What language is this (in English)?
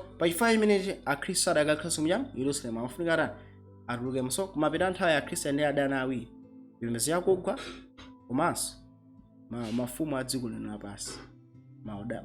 Nyanja